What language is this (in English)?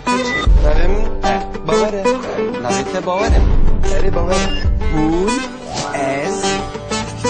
Kurdish